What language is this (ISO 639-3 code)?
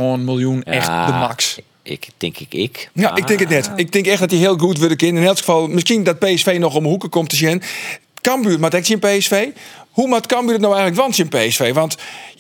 fry